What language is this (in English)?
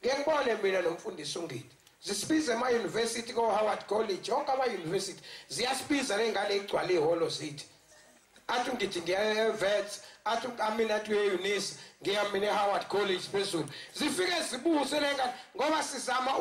Zulu